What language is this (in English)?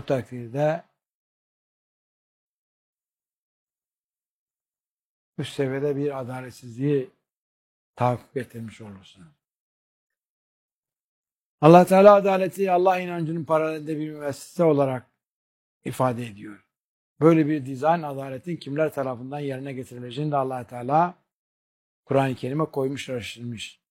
Turkish